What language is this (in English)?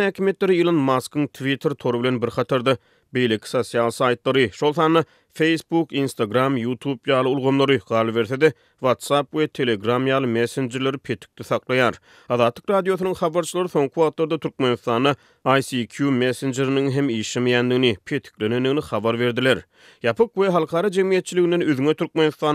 Turkmen